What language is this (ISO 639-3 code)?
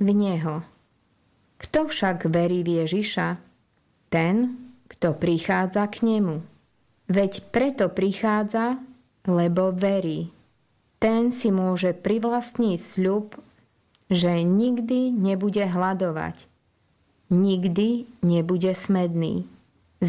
slk